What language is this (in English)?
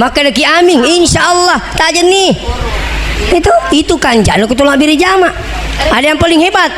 Buginese